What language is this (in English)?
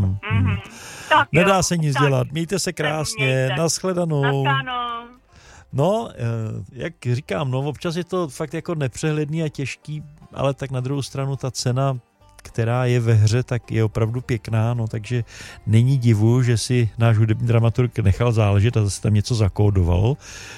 Czech